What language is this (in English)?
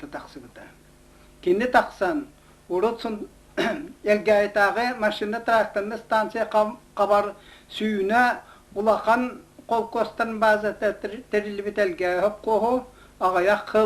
Yakut